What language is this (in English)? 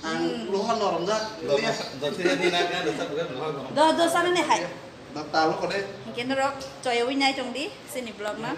Kok Borok